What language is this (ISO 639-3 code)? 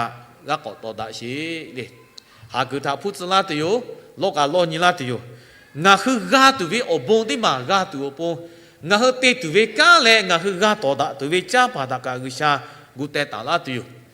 lhu